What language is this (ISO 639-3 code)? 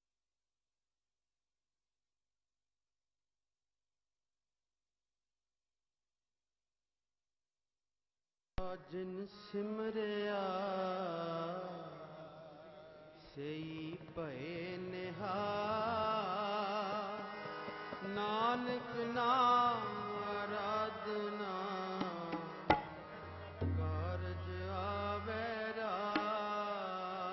pan